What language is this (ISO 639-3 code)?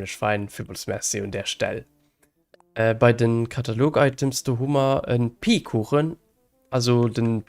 ltz